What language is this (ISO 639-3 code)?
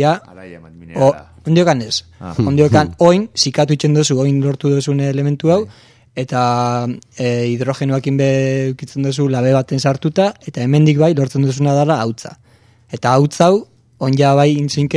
eus